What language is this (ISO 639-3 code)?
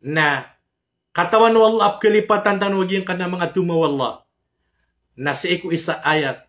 mrw